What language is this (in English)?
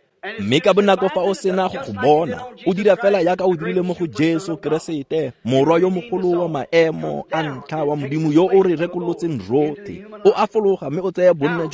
Tswana